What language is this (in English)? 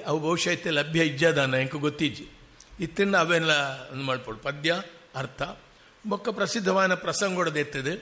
Tulu